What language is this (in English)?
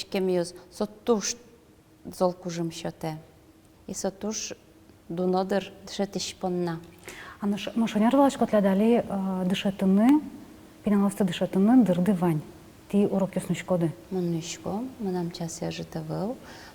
Udmurt